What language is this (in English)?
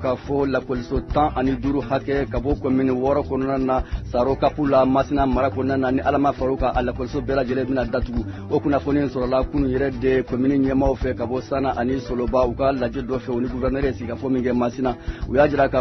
Bambara